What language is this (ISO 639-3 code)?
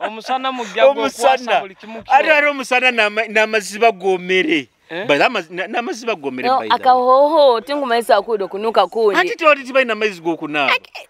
nyo